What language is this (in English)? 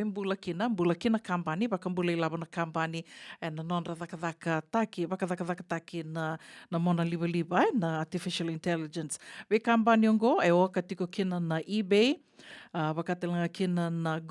Fijian